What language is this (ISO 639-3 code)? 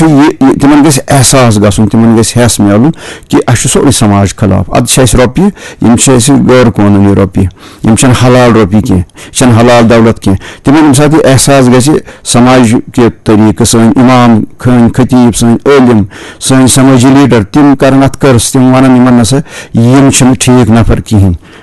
kas